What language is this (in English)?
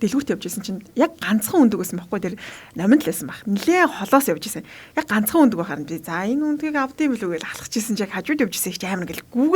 Mongolian